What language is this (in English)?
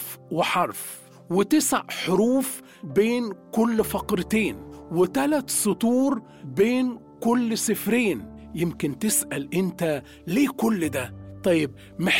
Egyptian Arabic